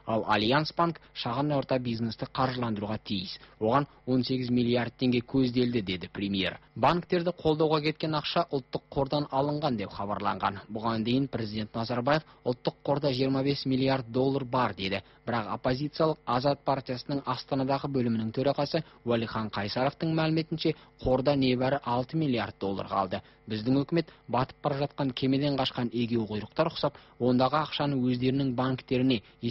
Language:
Kazakh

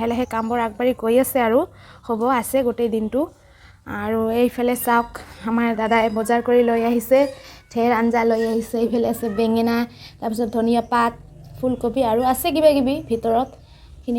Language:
Assamese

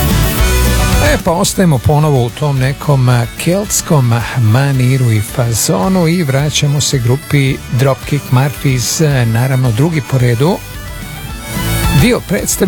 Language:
Croatian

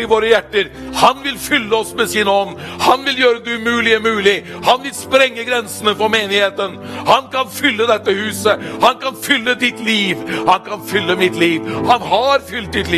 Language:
Norwegian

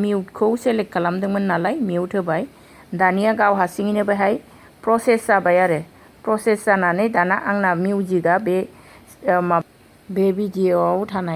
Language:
Bodo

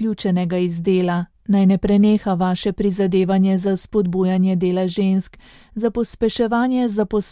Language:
Slovenian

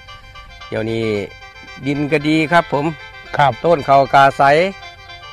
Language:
Thai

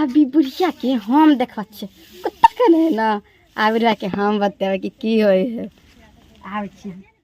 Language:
Maithili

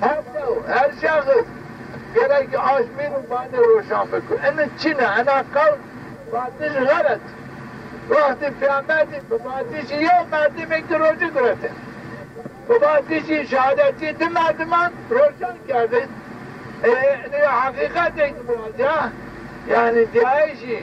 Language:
Zaza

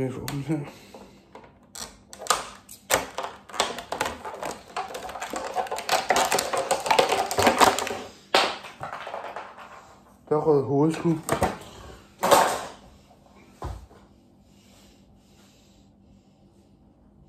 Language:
Danish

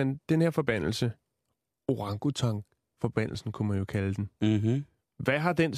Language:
Danish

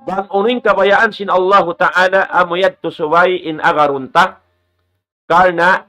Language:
Tausug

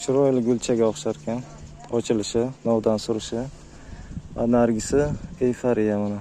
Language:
Uzbek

